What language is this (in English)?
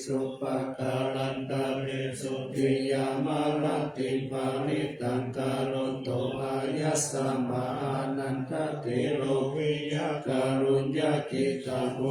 Pali